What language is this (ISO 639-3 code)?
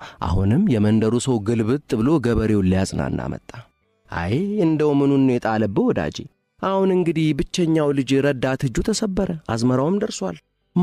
amh